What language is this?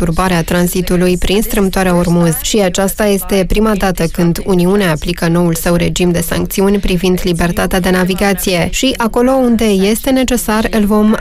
Romanian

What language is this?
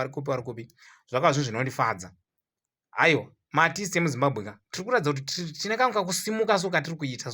Shona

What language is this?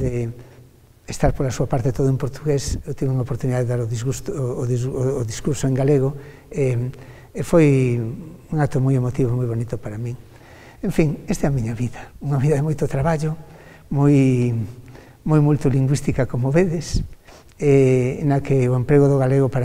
Galician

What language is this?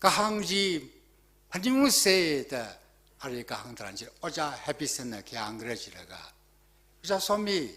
Tangkhul Naga (India)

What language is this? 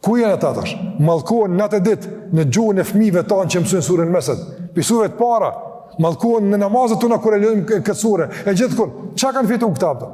Albanian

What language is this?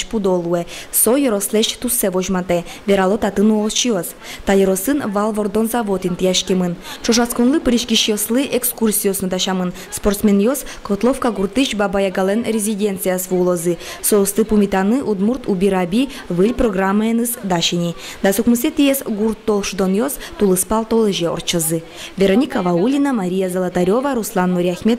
Udmurt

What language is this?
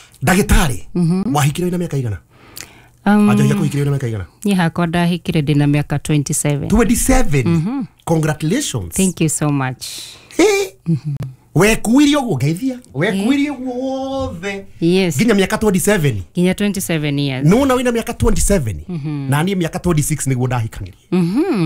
Kikuyu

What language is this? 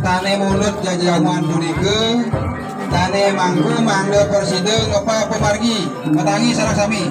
Balinese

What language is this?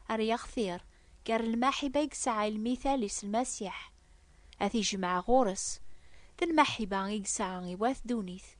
Kabyle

